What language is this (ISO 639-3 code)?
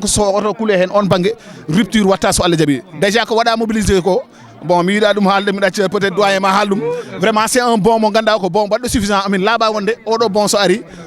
ful